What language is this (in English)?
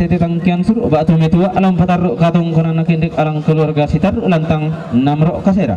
Toraja-Sa'dan